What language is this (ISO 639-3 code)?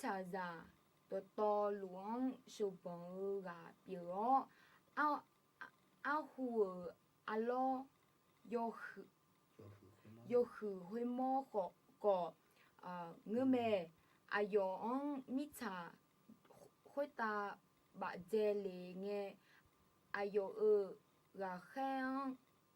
ahk